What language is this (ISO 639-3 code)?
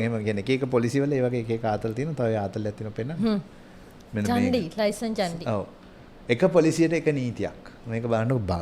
sin